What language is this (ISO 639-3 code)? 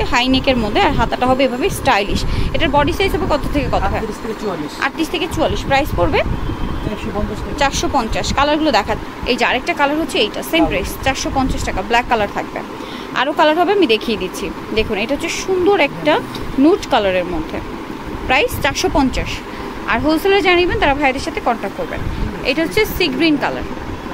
ben